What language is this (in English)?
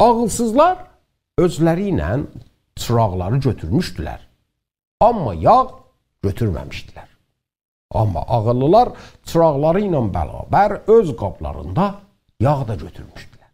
South Azerbaijani